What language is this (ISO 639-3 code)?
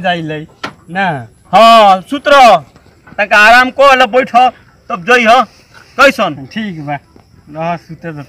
bho